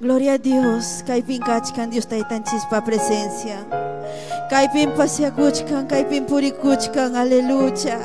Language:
Ayacucho Quechua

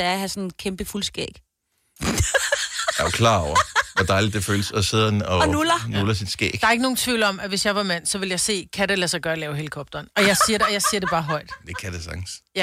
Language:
Danish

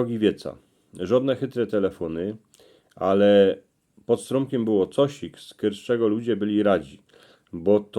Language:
Silesian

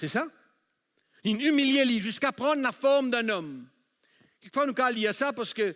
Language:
Morisyen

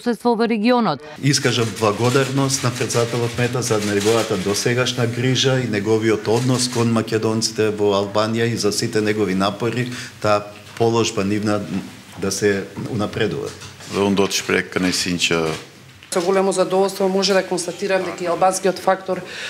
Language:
Macedonian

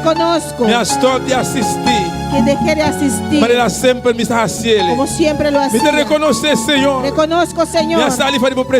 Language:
Papiamento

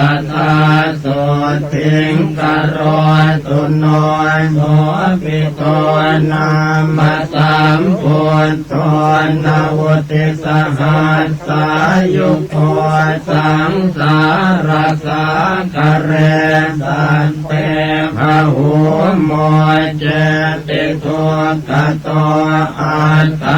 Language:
Pali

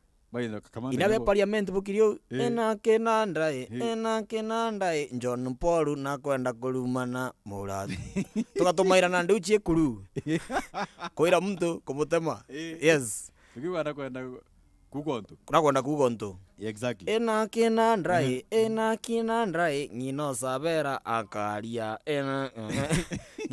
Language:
Meru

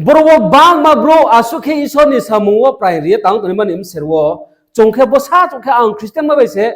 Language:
Riang (India)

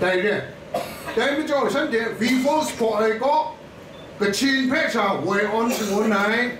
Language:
Kachin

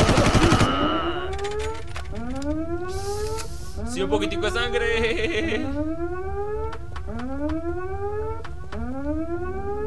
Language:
Spanish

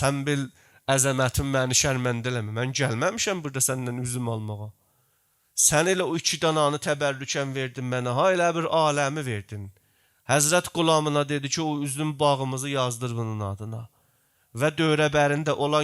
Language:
South Azerbaijani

